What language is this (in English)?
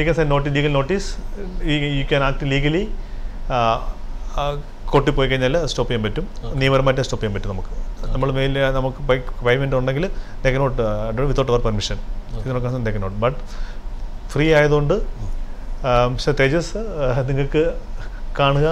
Malayalam